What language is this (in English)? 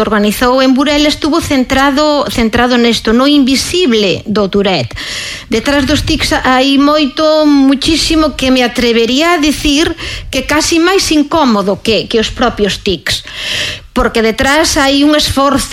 Galician